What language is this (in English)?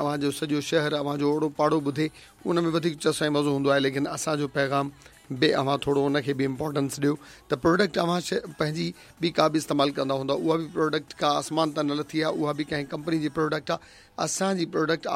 Sindhi